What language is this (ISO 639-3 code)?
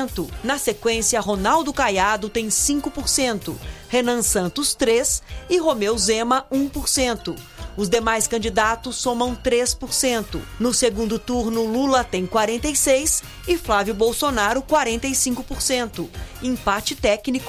por